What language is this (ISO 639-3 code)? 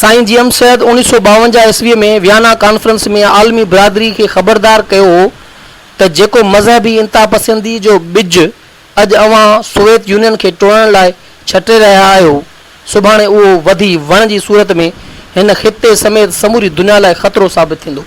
snd